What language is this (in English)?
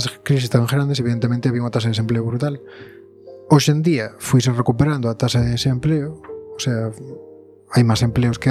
Galician